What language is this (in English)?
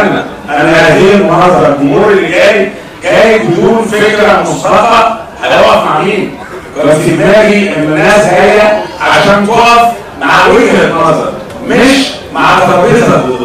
Egyptian Arabic